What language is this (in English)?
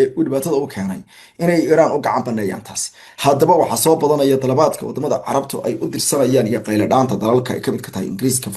Somali